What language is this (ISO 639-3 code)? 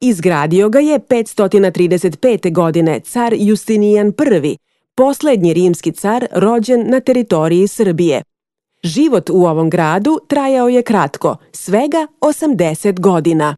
srp